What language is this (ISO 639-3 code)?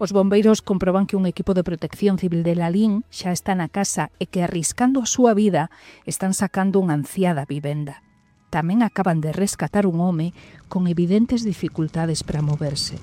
glg